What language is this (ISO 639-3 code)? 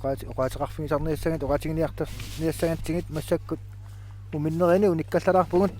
kal